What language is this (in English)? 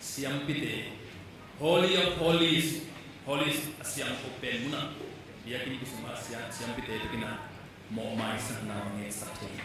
Tedim Chin